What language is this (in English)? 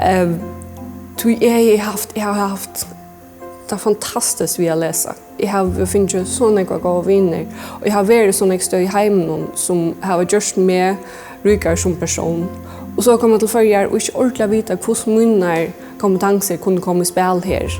Faroese